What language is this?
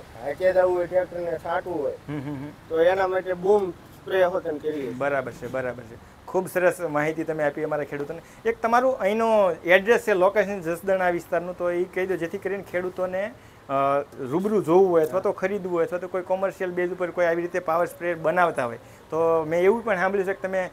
Gujarati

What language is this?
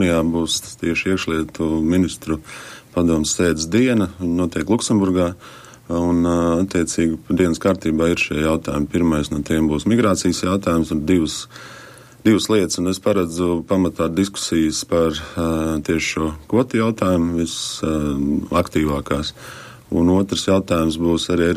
Latvian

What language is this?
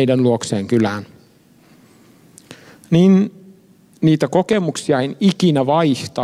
Finnish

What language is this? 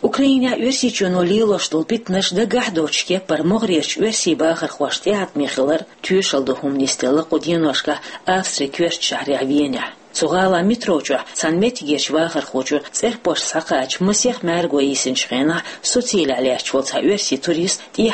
Chechen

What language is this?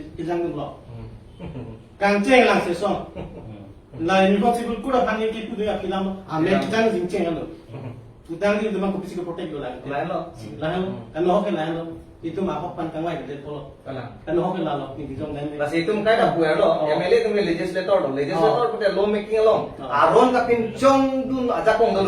Karbi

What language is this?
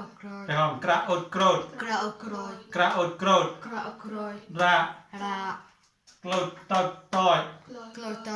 Mon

